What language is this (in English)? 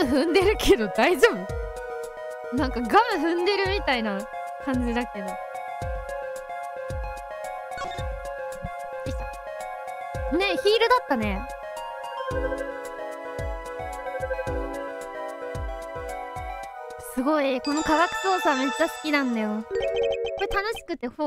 Japanese